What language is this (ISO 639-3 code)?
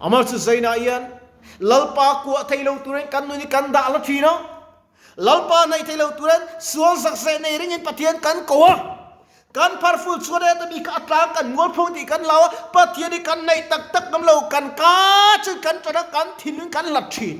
lus